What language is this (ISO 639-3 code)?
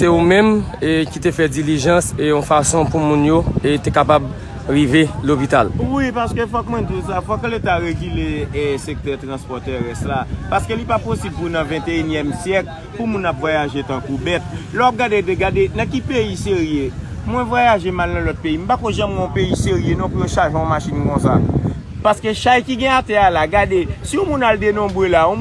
hat